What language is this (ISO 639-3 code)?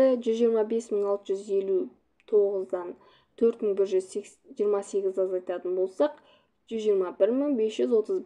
kaz